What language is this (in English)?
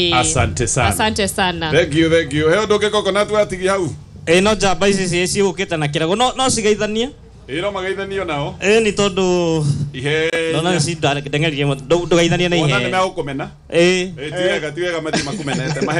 Kikuyu